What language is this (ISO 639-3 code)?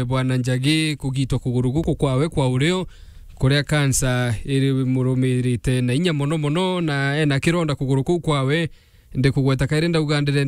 mer